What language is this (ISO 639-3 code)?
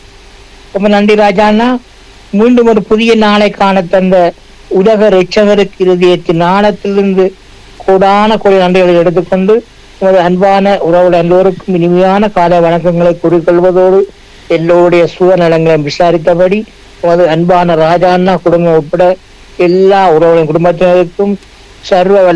tam